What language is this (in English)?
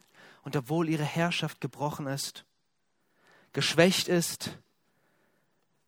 German